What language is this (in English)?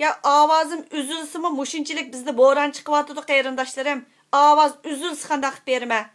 Uyghur